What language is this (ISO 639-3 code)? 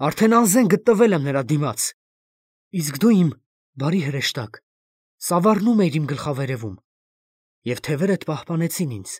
hye